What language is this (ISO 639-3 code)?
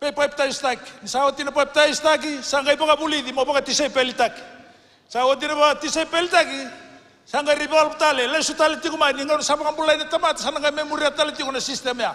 fij